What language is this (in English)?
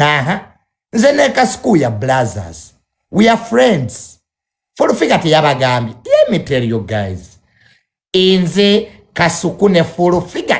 Ganda